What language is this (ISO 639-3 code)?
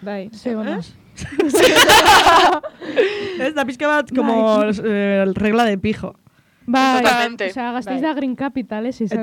eus